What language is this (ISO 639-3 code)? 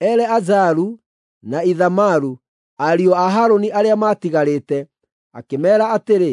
kik